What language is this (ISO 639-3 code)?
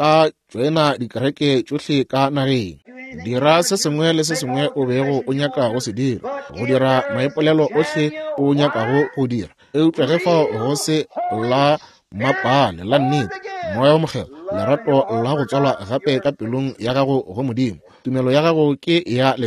nso